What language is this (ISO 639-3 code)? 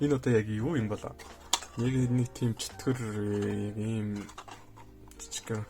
mon